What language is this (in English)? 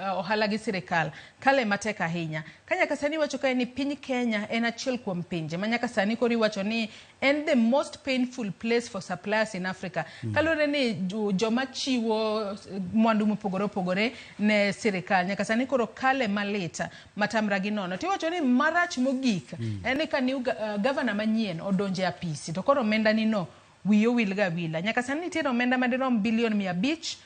Luo (Kenya and Tanzania)